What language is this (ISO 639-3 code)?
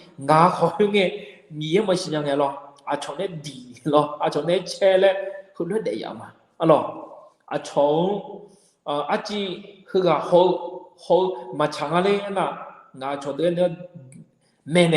ahk